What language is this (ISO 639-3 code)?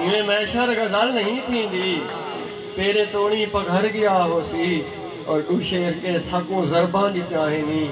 skr